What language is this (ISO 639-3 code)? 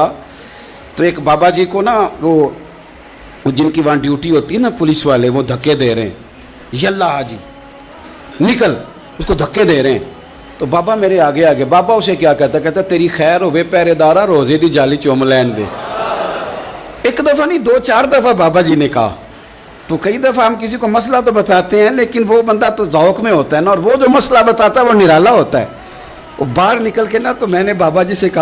urd